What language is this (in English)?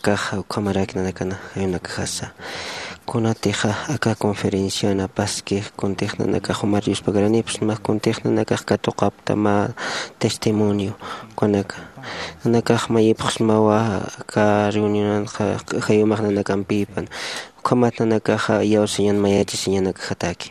Aymara